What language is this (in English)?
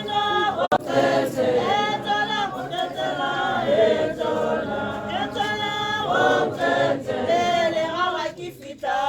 Tswana